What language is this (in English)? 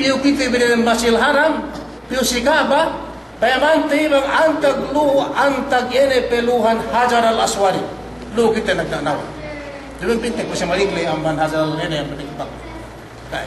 Yakan